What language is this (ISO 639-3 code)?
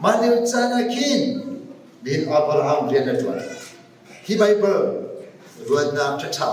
cnh